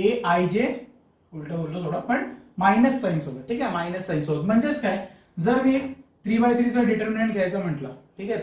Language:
Marathi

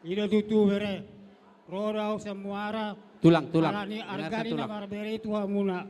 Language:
Batak Toba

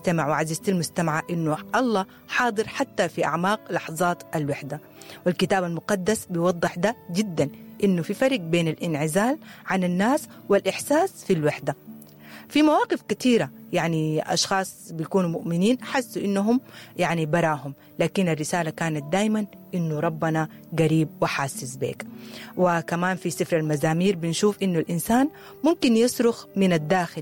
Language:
Sudanese Arabic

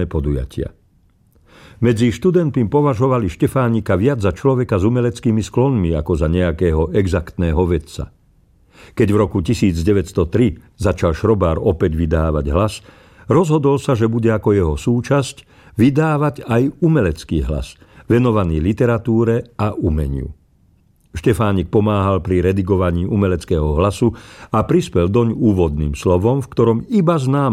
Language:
Slovak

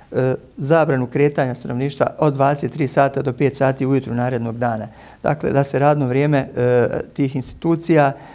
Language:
Bosnian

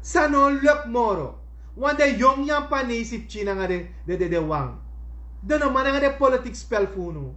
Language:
Sranan Tongo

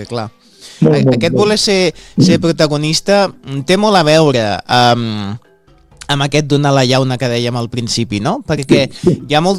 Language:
Catalan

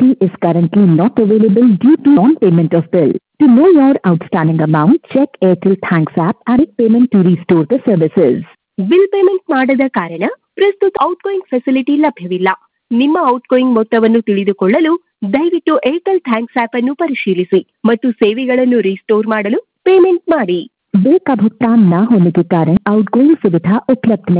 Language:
Kannada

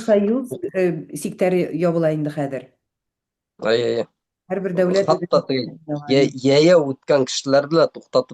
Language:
Bashkir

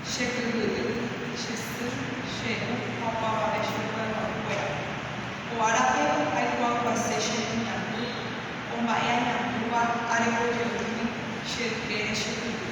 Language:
Guarani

